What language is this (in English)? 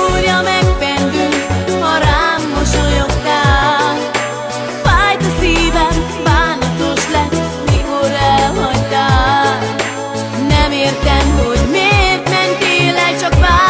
Hungarian